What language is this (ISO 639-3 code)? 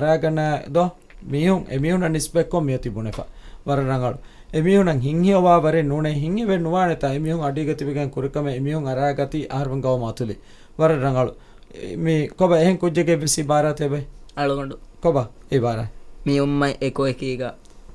div